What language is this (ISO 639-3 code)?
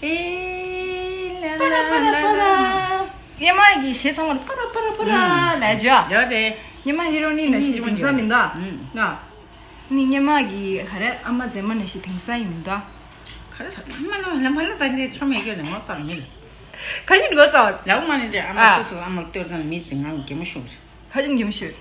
bod